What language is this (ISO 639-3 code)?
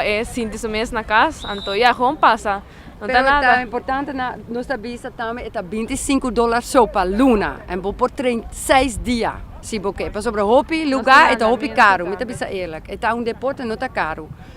pap